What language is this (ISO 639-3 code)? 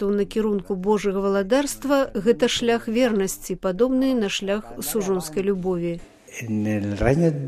bel